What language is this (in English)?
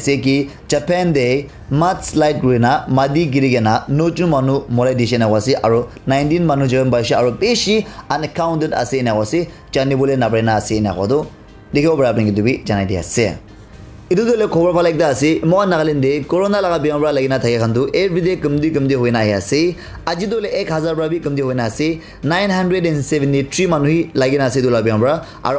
Naga Pidgin